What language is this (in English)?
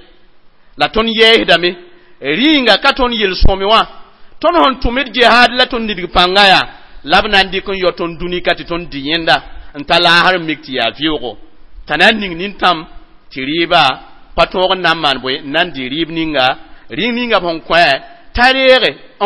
Mossi